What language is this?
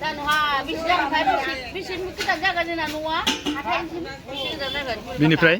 Bodo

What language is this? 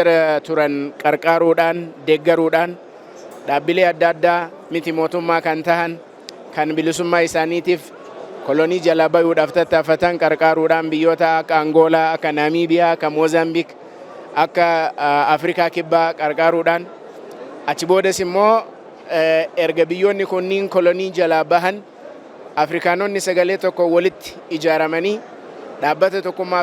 Oromo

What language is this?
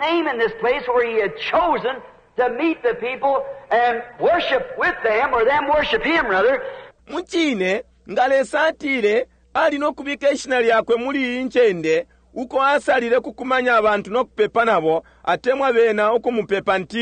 Bemba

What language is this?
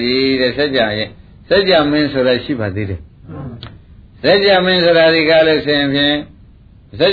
Burmese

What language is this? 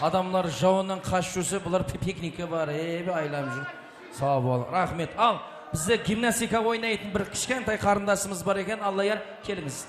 Kara-Kalpak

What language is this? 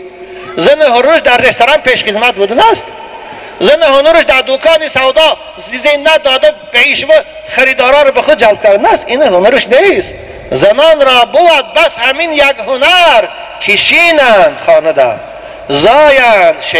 Tajik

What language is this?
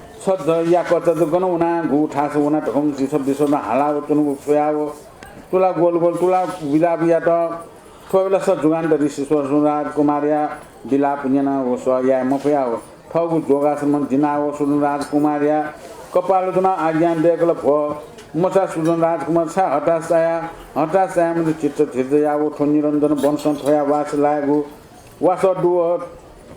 Newari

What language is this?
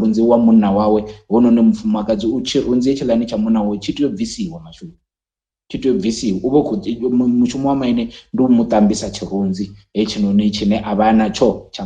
Venda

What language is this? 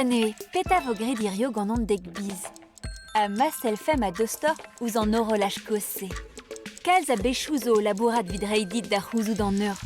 Breton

